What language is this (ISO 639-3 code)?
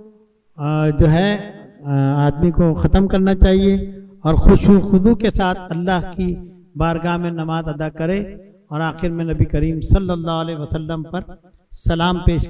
urd